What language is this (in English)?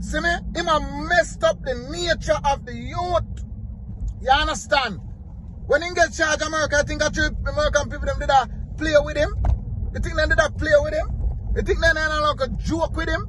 Jamaican Creole English